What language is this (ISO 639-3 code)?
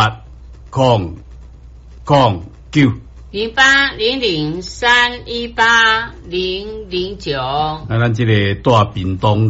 nan